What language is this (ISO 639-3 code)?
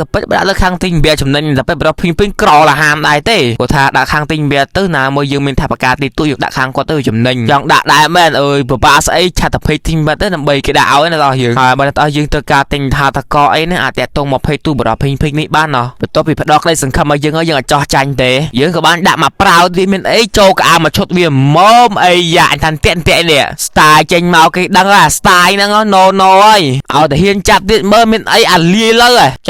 khm